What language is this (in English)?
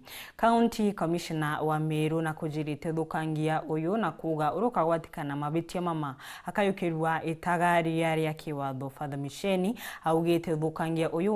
Meru